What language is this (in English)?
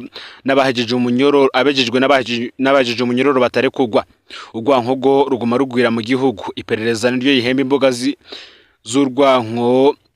Rundi